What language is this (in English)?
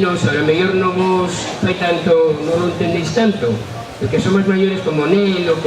Asturian